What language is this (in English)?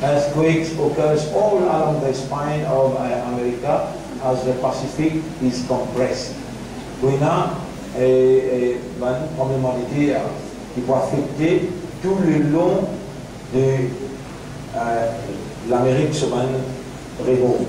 Morisyen